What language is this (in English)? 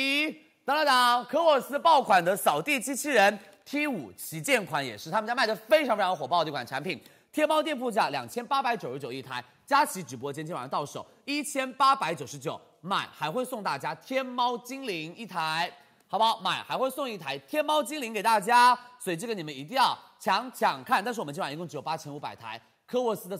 Chinese